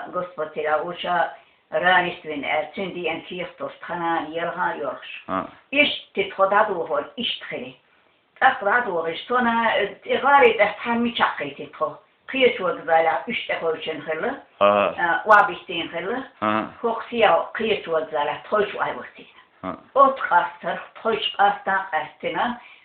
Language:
Chechen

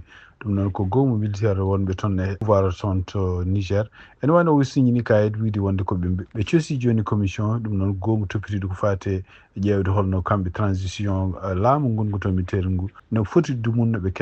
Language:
Fula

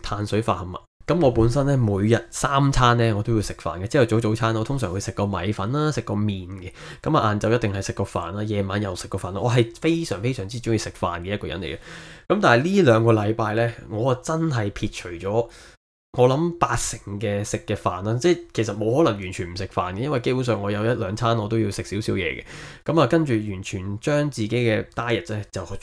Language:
Cantonese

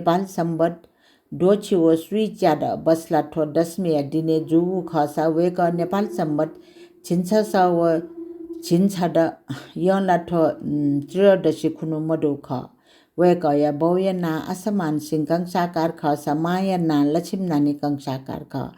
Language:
Newari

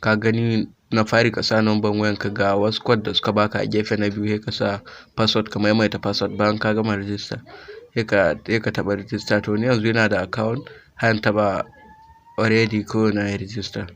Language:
Hausa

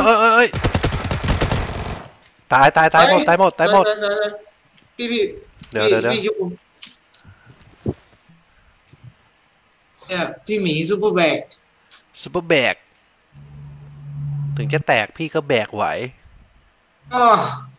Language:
Thai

